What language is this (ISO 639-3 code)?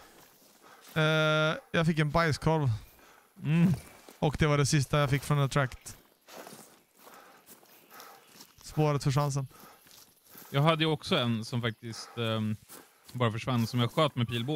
swe